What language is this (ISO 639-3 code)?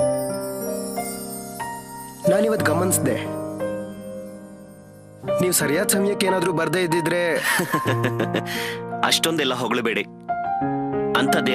kan